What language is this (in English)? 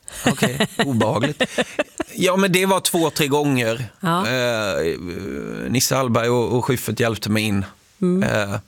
Swedish